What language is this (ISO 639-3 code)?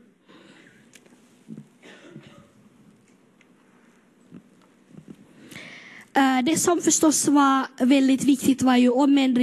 swe